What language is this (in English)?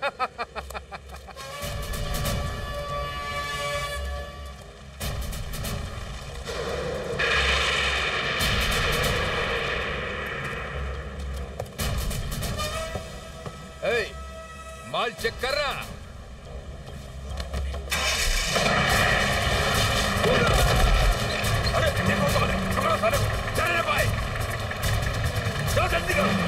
Hindi